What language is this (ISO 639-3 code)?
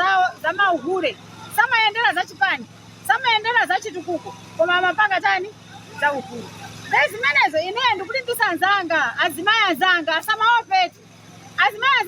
nya